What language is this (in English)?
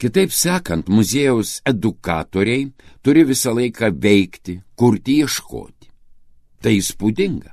Lithuanian